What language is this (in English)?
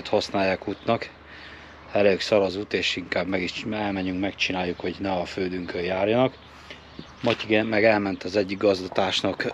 Hungarian